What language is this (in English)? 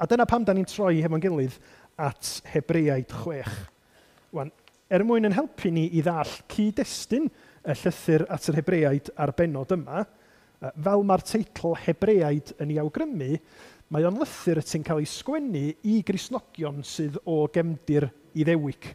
Welsh